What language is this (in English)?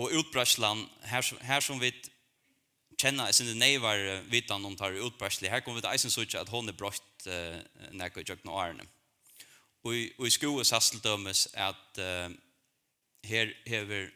Faroese